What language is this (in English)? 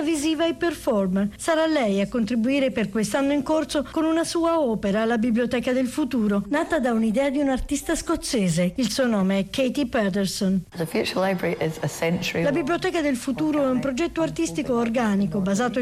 Italian